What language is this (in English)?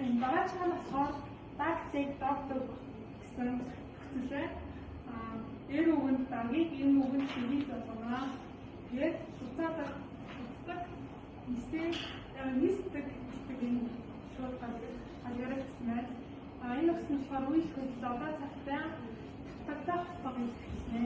Mongolian